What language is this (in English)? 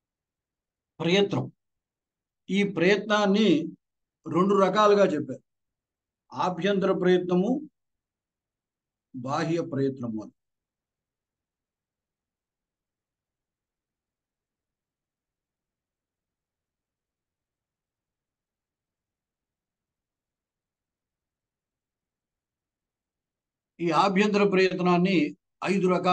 Telugu